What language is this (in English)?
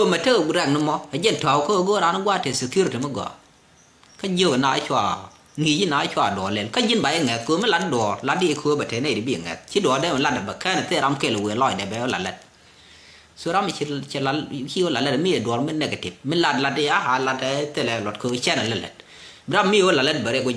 Nuer